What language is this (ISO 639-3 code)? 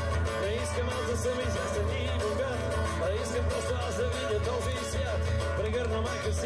bul